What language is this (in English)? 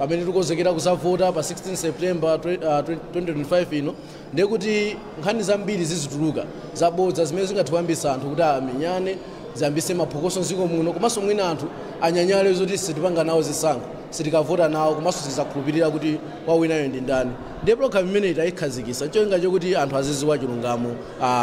Nyanja